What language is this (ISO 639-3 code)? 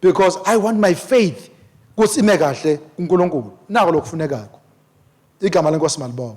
ssw